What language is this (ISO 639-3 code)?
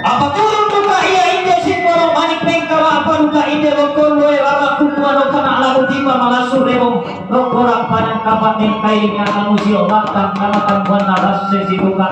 sda